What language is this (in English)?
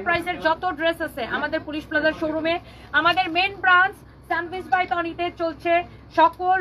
Bangla